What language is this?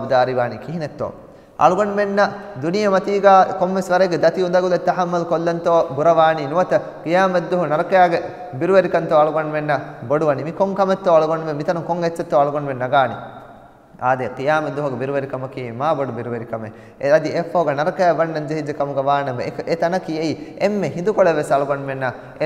Divehi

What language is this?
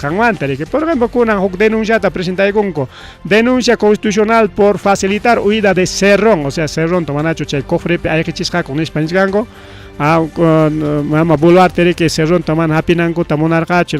Ayacucho Quechua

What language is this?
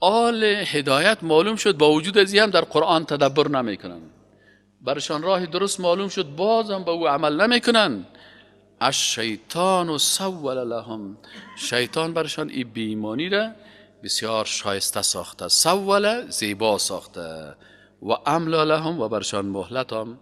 Persian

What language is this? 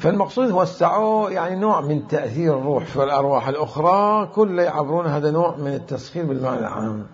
Mesopotamian Arabic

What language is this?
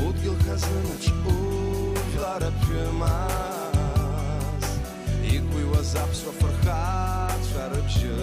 Abkhazian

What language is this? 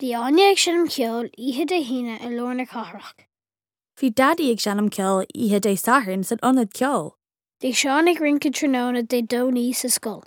Irish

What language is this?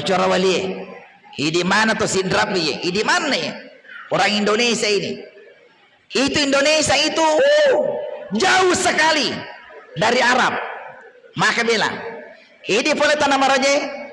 Buginese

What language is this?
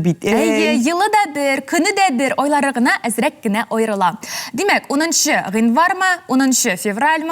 Tatar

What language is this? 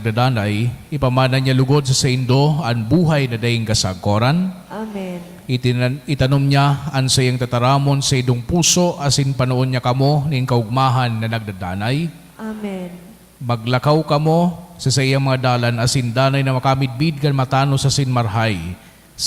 Bikol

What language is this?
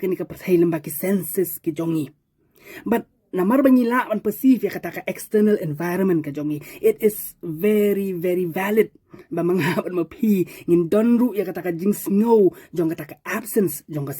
Khasi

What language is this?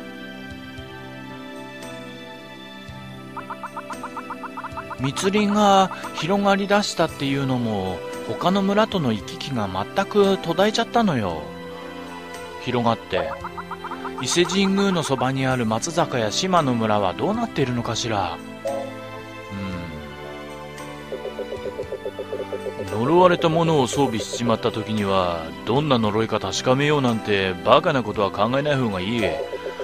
Japanese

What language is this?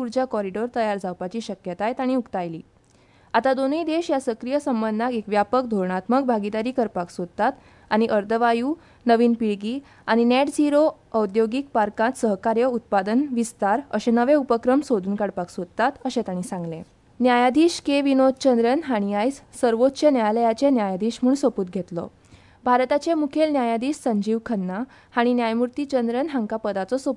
Konkani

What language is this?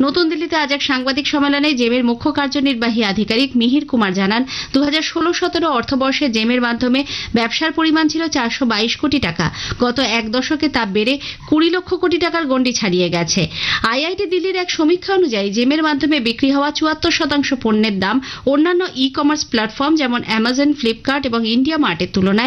Bangla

